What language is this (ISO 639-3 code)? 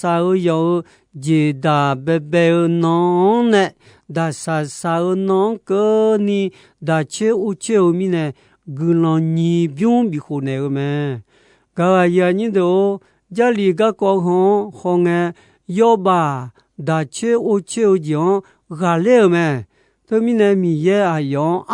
ahk